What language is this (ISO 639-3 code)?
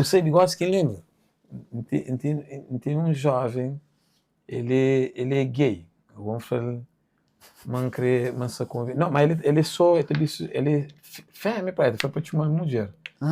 kea